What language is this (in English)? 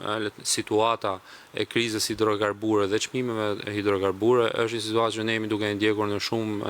Albanian